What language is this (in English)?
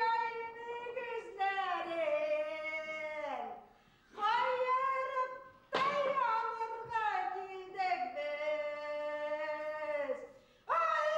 Bashkir